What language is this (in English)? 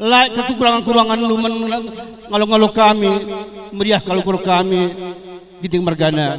Batak Karo